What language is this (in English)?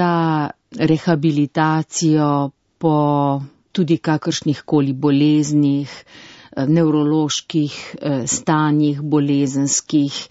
Slovenian